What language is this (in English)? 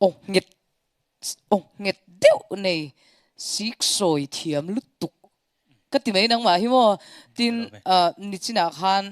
Mizo